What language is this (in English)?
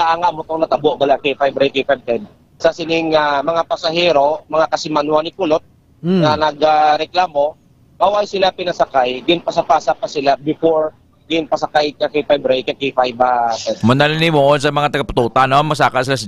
Hiligaynon